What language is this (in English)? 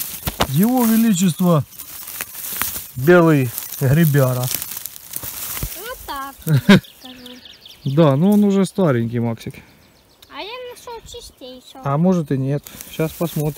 Russian